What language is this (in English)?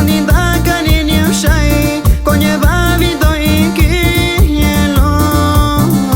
Metlatónoc Mixtec